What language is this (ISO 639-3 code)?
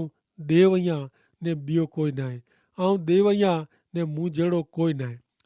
kfr